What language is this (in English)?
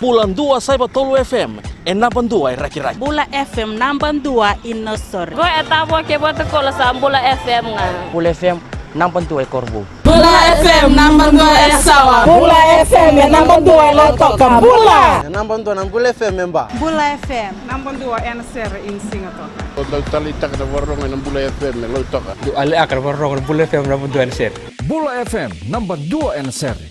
Fijian